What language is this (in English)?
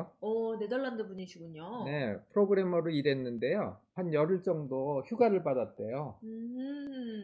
Korean